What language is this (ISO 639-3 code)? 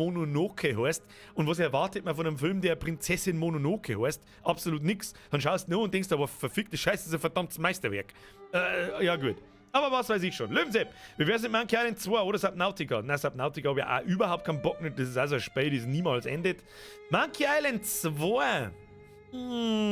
bar